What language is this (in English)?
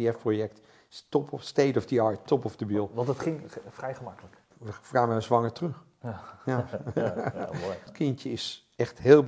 Dutch